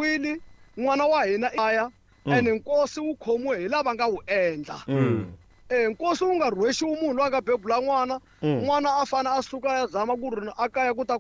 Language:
Tsonga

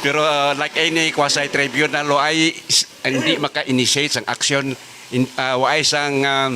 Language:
Hiligaynon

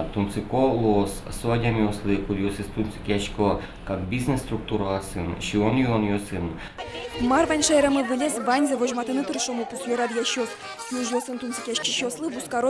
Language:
Udmurt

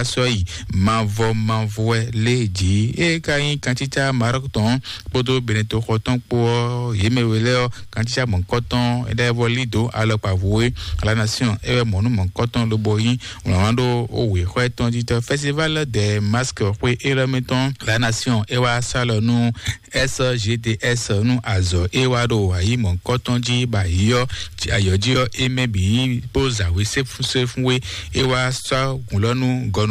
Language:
Fon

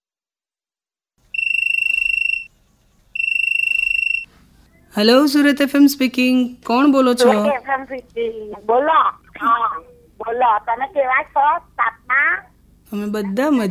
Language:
Gujarati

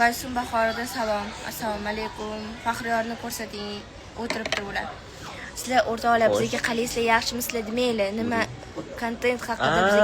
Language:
Uzbek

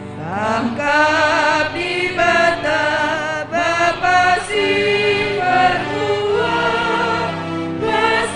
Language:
Batak Karo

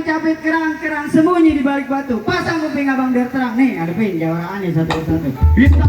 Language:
Betawi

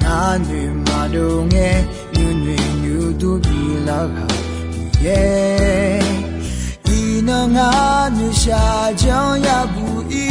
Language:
Akha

